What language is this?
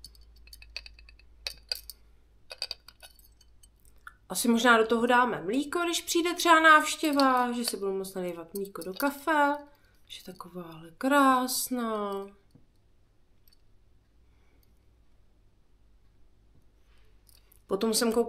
Czech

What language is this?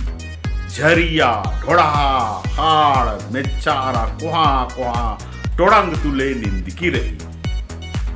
Kurukh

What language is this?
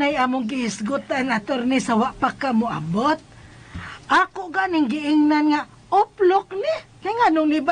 Cebuano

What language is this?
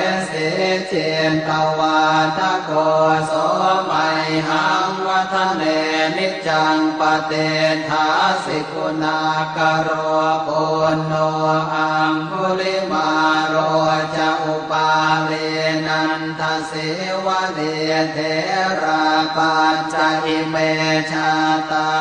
Pali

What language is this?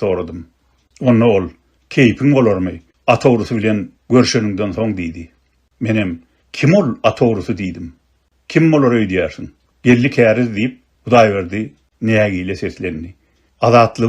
Turkmen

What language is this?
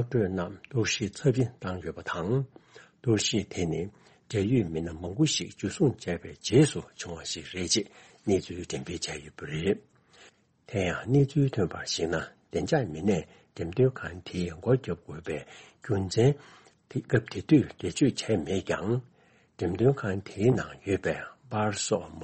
Tibetan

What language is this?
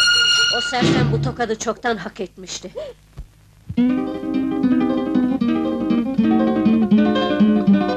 Turkish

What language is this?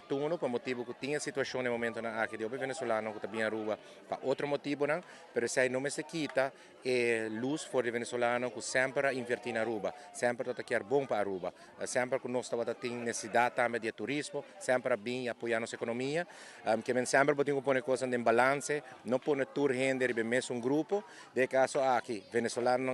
Papiamento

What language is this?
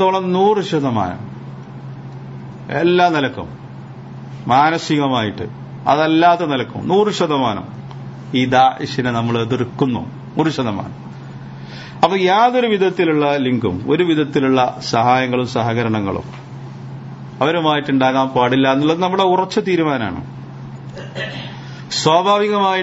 Malayalam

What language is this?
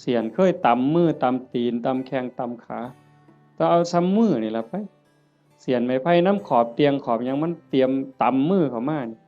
Northeastern Thai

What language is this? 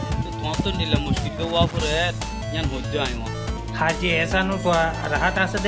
Rohingya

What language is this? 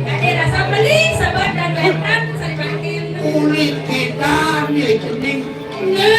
Balinese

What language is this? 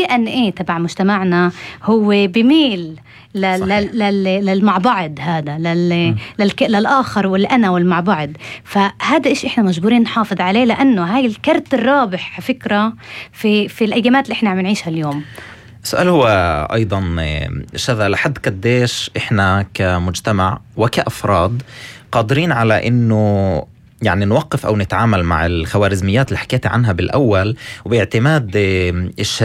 North Levantine Arabic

